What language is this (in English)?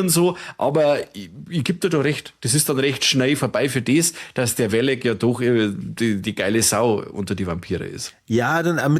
Bavarian